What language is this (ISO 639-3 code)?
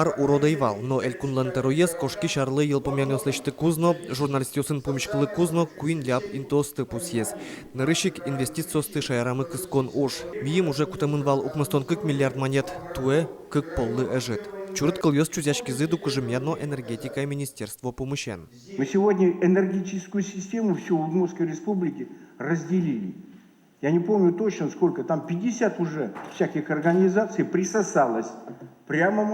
udm